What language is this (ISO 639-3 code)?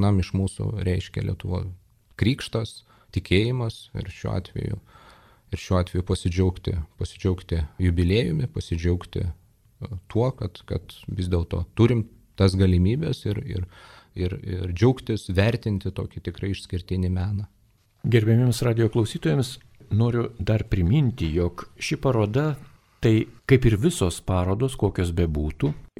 lit